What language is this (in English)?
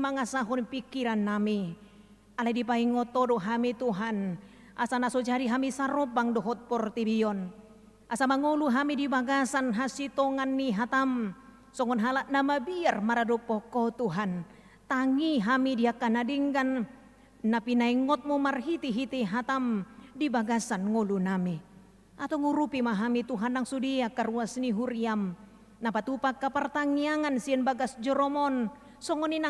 Batak Toba